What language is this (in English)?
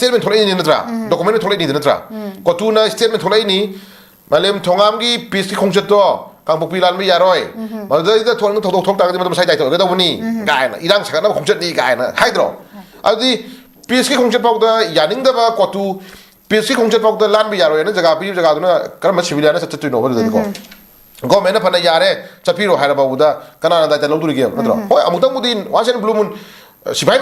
Manipuri